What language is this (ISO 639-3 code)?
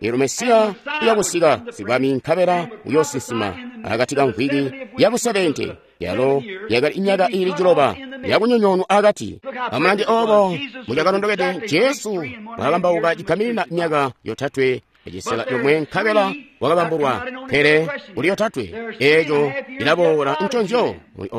toi